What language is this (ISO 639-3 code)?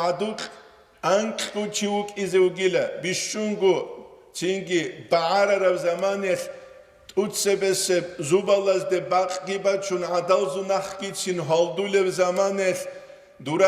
ava